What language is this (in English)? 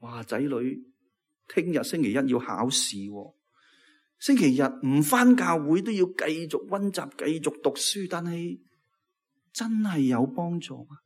Cantonese